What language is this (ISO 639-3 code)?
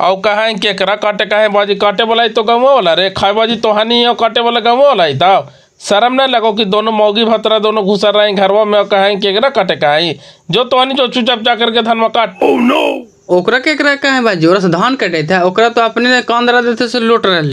mag